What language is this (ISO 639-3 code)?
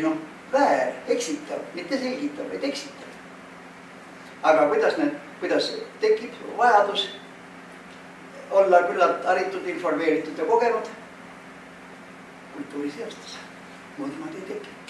est